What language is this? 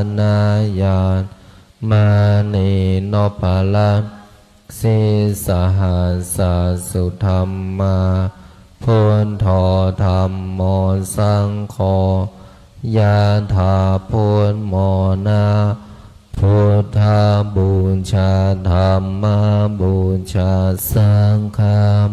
Pali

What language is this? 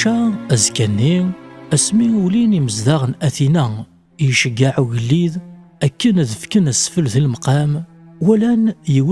Kabyle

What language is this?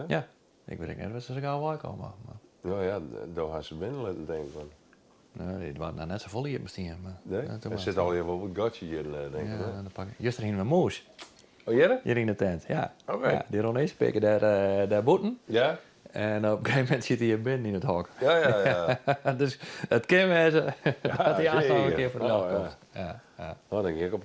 Western Frisian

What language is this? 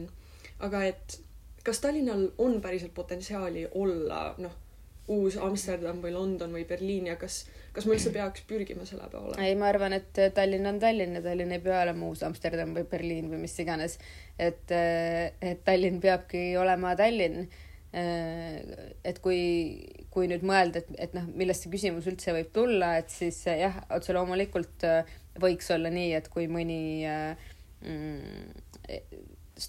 Estonian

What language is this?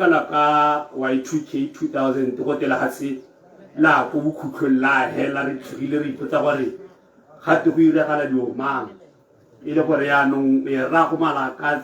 Tswana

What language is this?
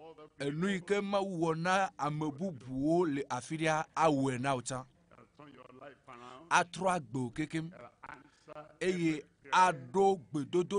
Ewe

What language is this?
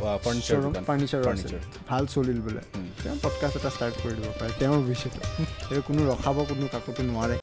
Assamese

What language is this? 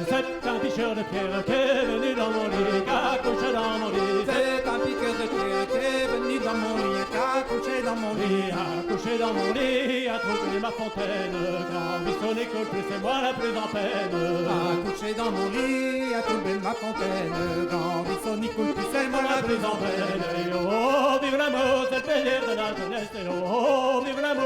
Breton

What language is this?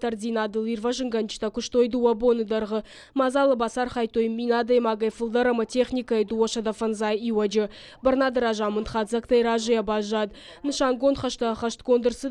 Ossetic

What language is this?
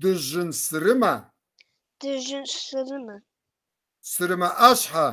Kabardian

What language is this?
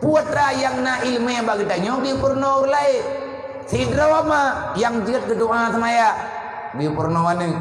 Achinese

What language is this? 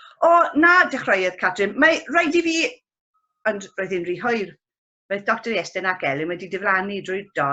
Welsh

